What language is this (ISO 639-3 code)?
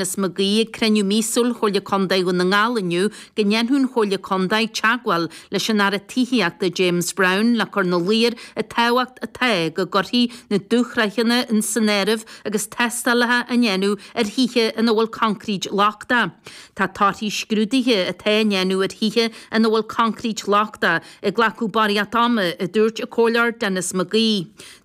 gle